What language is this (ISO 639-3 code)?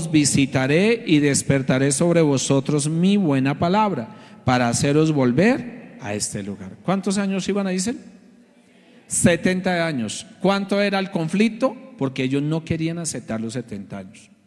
spa